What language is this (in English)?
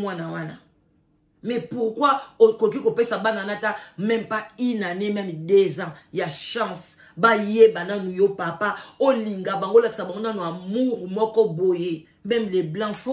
Lingala